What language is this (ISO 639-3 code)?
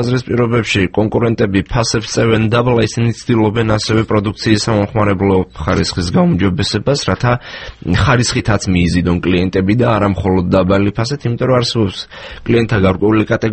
kat